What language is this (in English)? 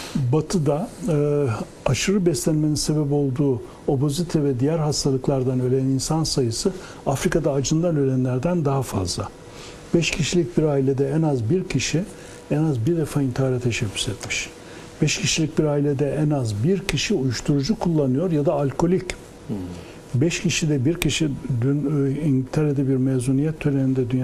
Turkish